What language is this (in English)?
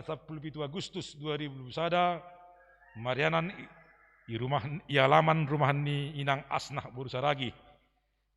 Batak Simalungun